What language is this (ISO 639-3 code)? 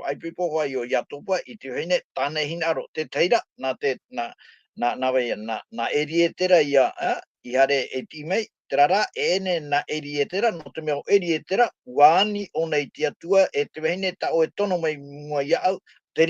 tah